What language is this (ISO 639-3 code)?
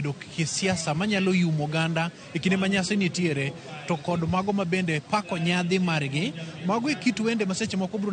luo